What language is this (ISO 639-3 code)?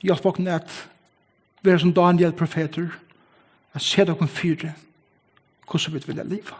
fao